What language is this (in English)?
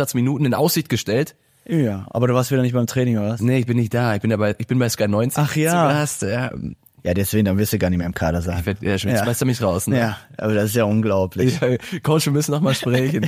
German